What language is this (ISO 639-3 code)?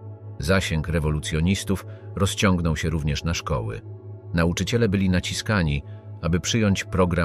pol